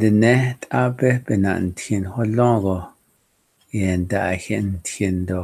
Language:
Navajo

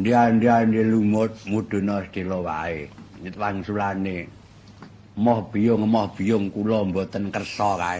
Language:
Javanese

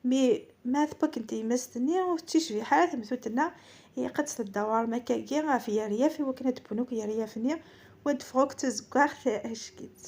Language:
Kabyle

